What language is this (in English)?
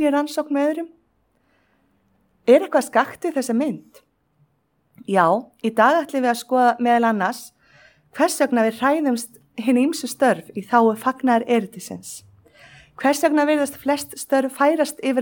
Icelandic